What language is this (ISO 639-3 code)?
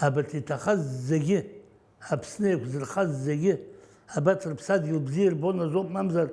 abk